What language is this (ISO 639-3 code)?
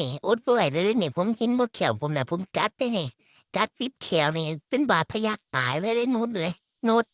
tts